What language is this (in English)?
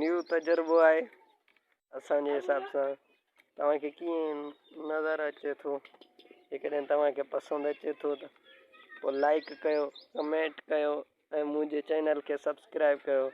Sindhi